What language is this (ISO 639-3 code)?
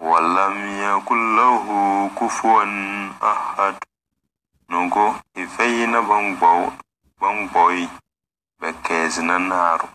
kdh